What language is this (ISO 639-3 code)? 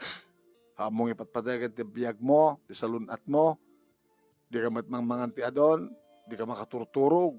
ilo